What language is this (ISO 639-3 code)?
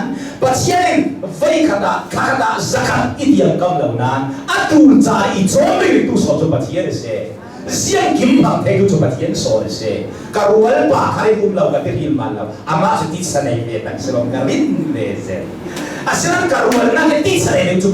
cnh